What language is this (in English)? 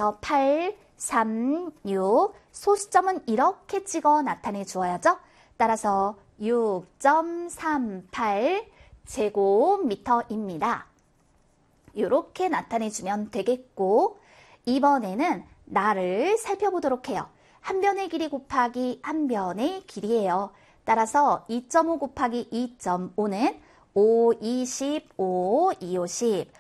Korean